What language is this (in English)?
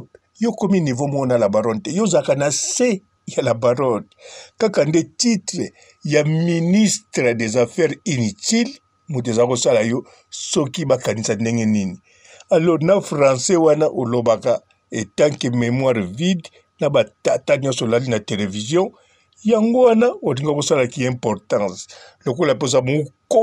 Lingala